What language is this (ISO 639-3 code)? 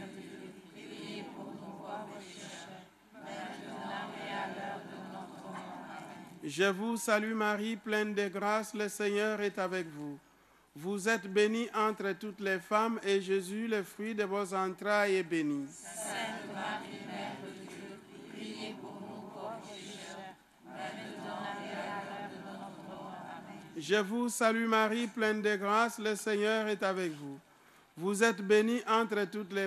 fra